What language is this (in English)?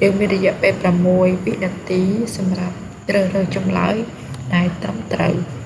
Khmer